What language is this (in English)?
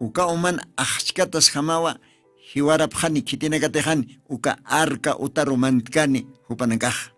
Aymara